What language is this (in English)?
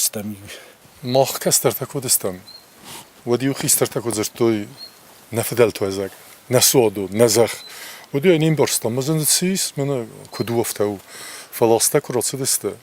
Ossetic